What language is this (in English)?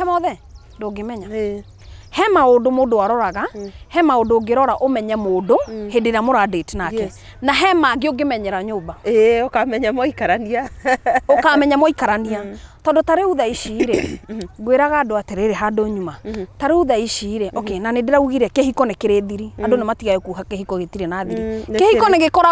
Kikuyu